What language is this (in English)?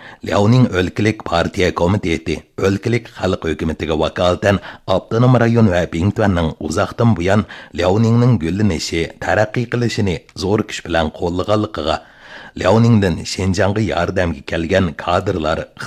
Uyghur